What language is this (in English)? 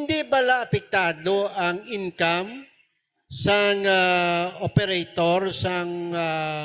Hiligaynon